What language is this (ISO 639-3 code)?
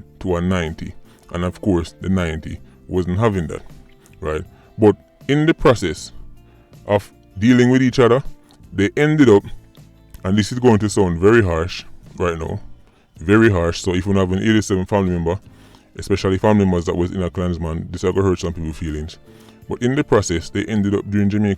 jam